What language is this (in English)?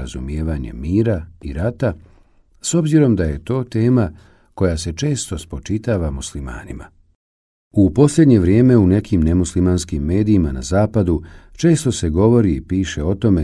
Bosnian